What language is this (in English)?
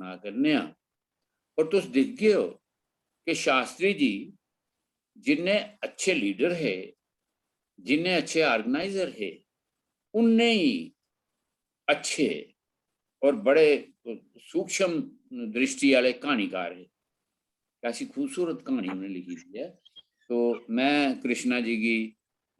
Dogri